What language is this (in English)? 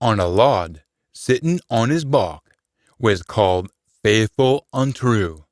Scots